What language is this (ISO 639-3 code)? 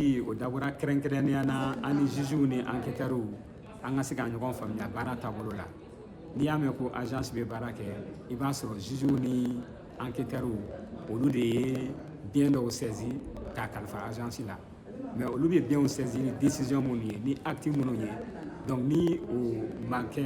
bam